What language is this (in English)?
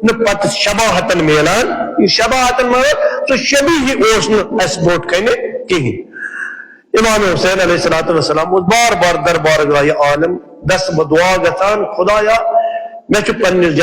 Kashmiri